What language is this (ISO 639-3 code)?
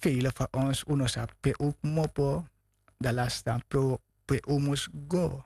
srn